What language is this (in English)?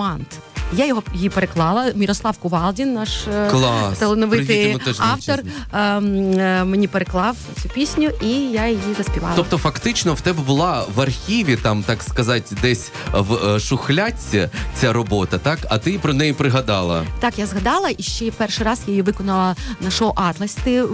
Ukrainian